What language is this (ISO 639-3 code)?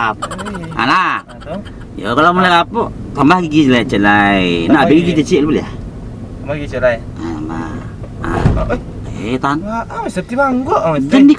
min